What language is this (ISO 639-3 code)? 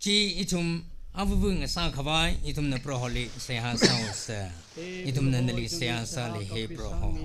nmf